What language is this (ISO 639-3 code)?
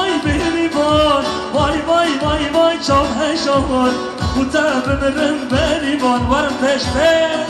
kur